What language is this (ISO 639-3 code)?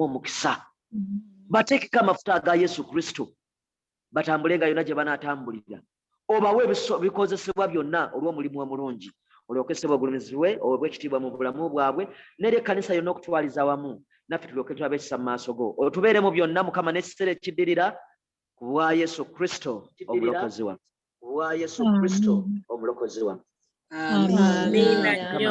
lug